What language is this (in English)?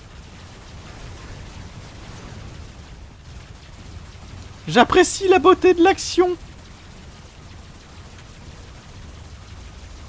French